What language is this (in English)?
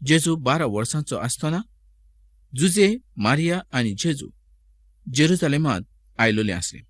Konkani